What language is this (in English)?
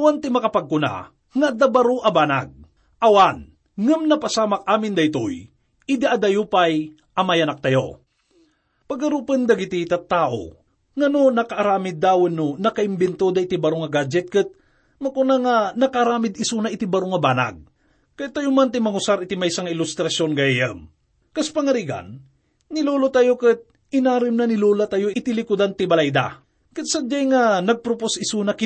Iloko